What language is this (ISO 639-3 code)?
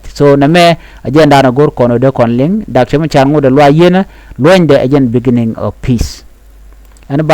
nus